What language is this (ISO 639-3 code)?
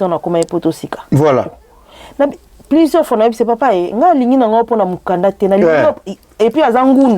lin